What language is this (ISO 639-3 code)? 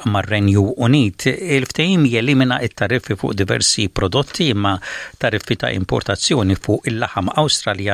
mlt